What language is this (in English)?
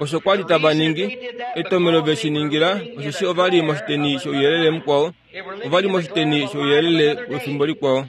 Kuanyama